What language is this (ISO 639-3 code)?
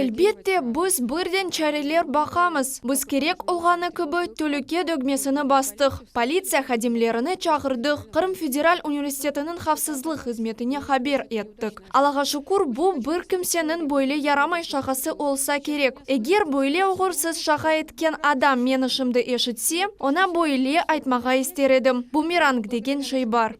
crh